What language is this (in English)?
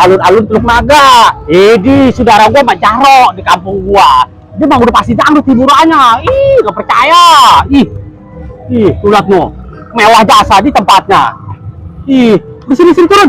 Betawi